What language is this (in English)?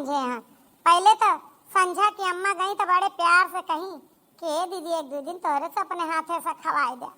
Awadhi